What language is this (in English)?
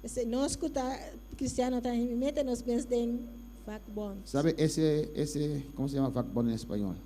Papiamento